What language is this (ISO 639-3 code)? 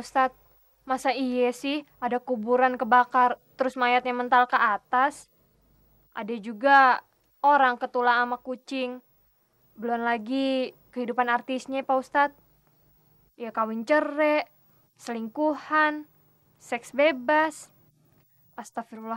bew